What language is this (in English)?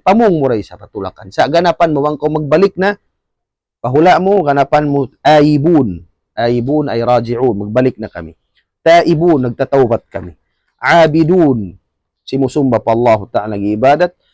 Tausug